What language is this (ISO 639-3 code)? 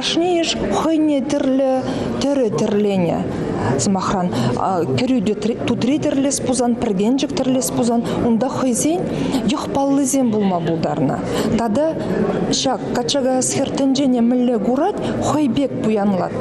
chv